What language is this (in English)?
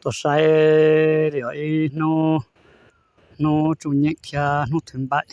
Hmong